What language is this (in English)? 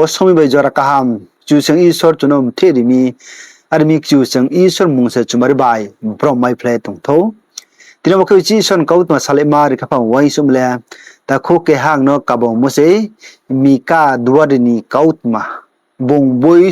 Riang (India)